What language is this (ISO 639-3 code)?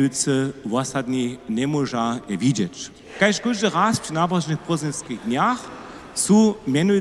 hsb